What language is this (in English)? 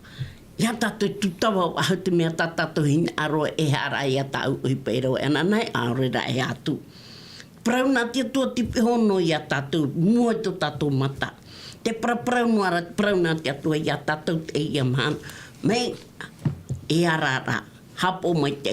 Tahitian